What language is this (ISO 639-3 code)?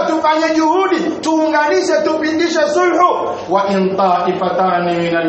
swa